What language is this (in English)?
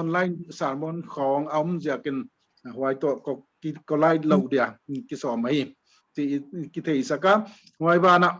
Paite Chin